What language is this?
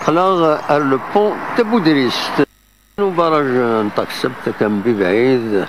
Kabyle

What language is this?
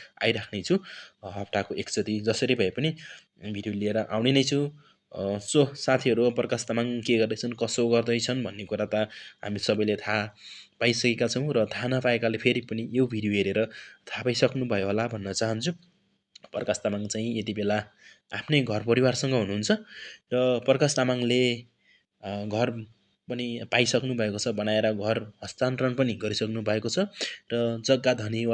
Nepali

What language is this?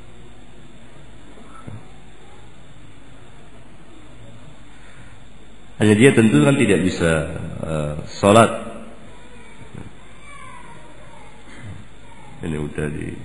Indonesian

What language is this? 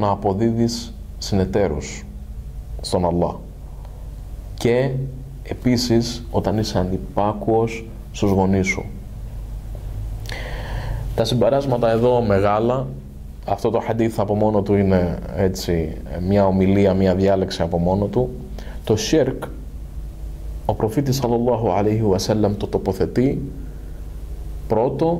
Greek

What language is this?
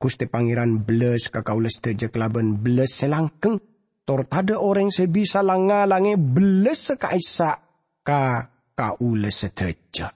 Madurese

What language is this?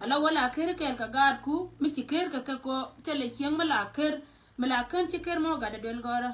Nuer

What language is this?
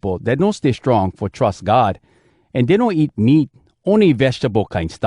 Hawai'i Creole English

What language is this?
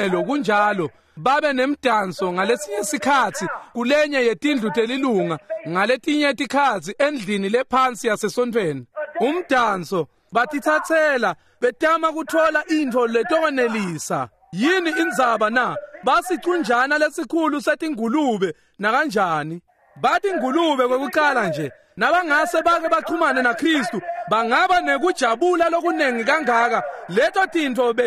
Swati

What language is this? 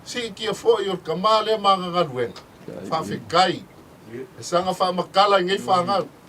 Samoan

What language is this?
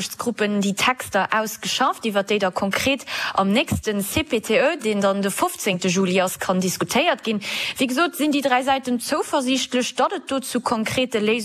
Luxembourgish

